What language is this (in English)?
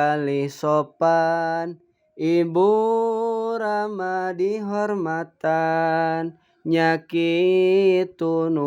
Sundanese